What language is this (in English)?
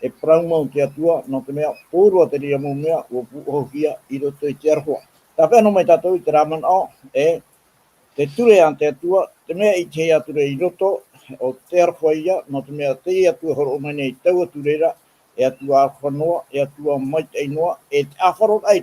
Tahitian